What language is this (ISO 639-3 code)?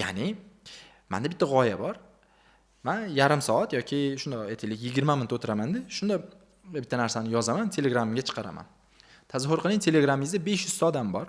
uzb